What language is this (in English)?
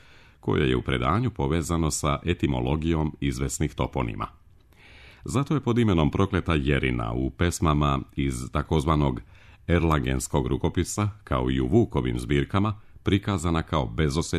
Serbian